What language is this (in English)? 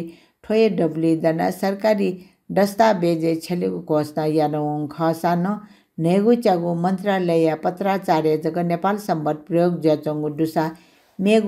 Newari